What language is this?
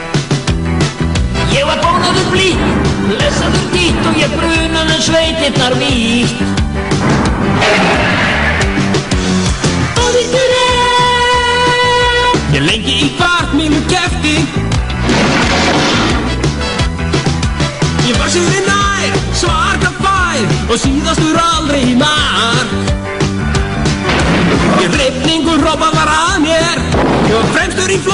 Icelandic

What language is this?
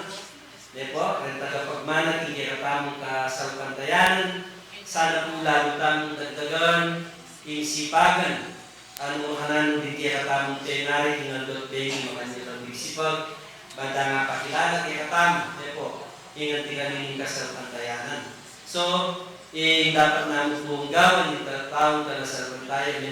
Pampanga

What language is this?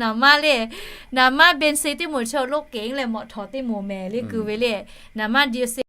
Lahu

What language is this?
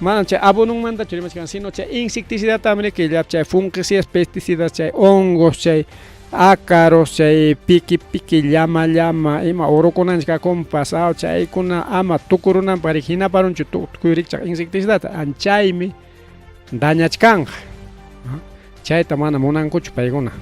Ayacucho Quechua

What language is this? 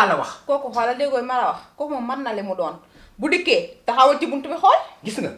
Wolof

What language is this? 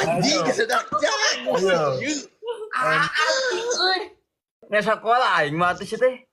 Sundanese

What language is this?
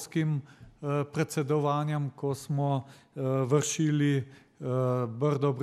Slovenian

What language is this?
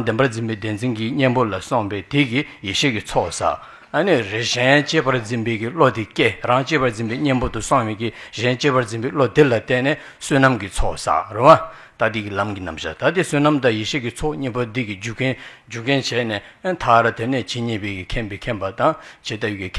Tibetan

